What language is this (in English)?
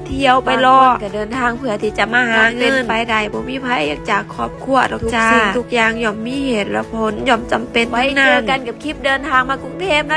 Lao